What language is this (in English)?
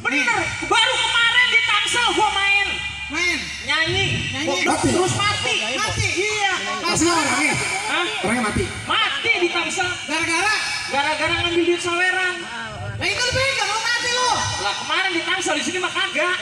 Betawi